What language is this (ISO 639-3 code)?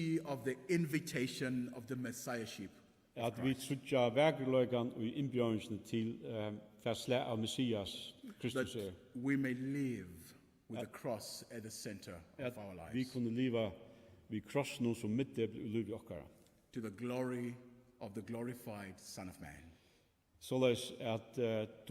fao